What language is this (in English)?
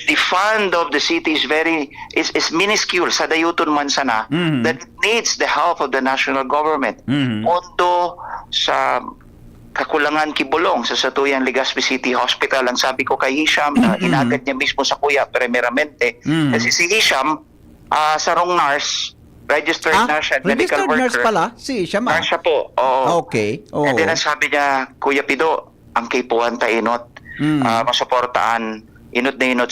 Bikol